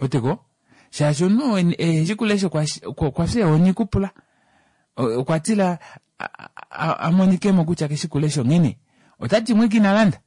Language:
Kuanyama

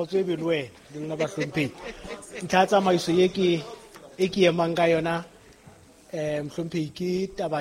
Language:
Southern Sotho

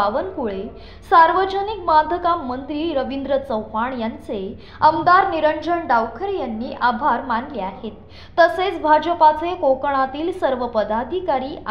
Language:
Marathi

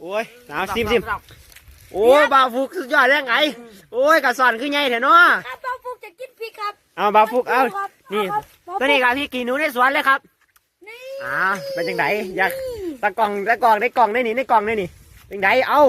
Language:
Northeastern Thai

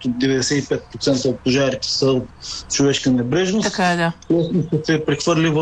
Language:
Bulgarian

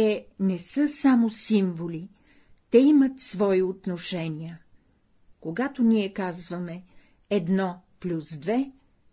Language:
Bulgarian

